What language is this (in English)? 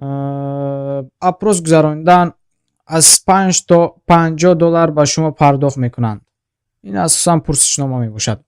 Tajik